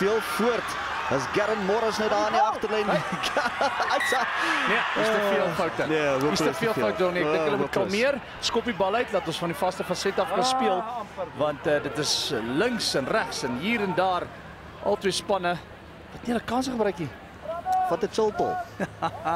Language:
Afrikaans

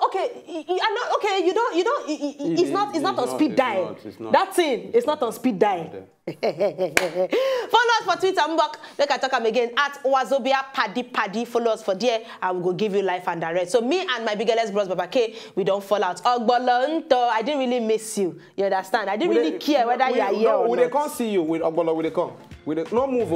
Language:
Nigerian Pidgin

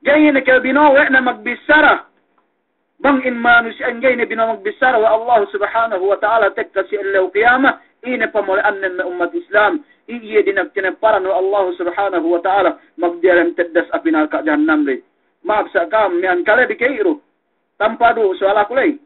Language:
Yakan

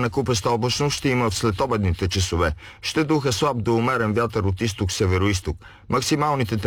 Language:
Bulgarian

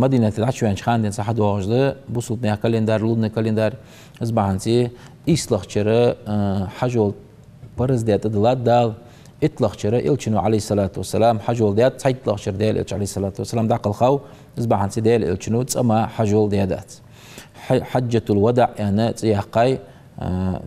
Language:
Ingush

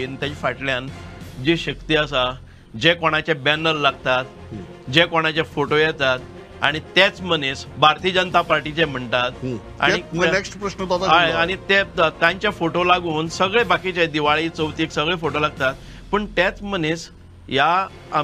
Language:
Konkani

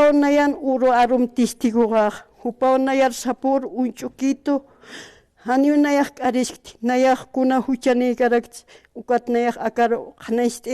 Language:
Aymara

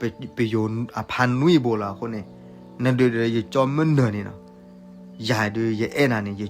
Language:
S'gaw Karen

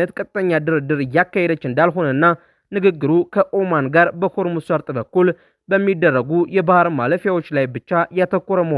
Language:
Amharic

